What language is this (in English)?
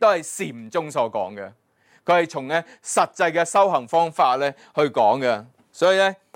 Cantonese